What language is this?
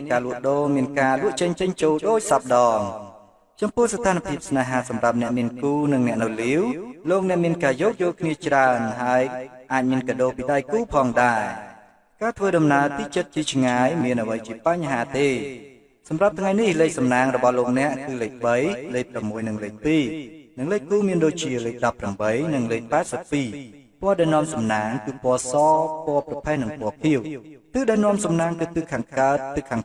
Khmer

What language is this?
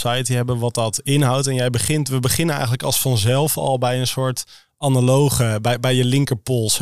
Dutch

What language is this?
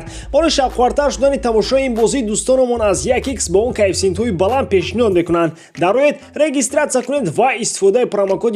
Tajik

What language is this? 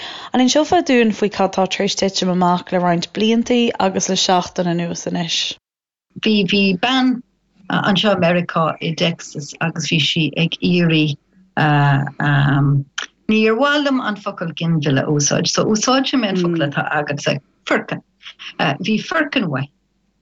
Irish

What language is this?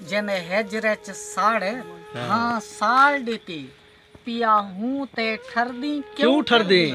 Saraiki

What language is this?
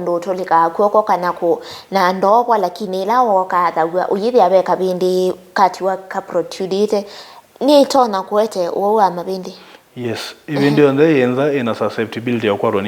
Kamba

